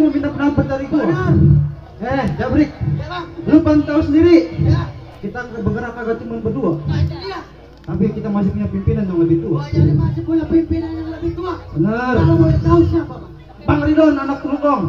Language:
Betawi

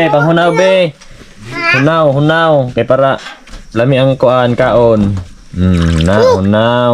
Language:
Cebuano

